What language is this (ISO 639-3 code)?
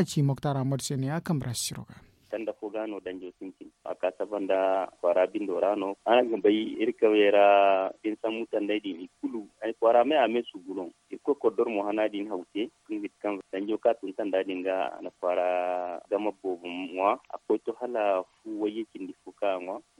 dje